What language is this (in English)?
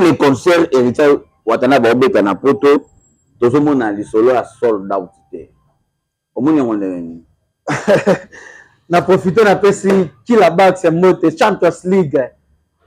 Lingala